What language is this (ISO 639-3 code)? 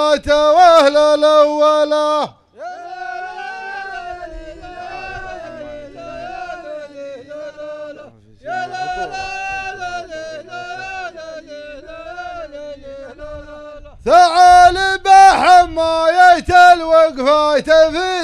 ara